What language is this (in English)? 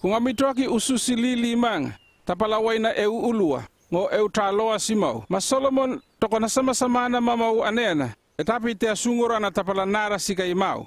North Efate